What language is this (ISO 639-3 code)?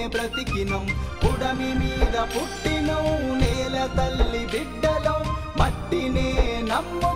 tel